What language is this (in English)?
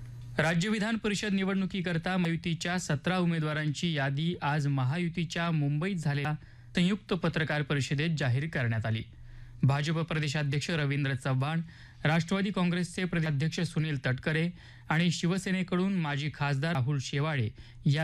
Marathi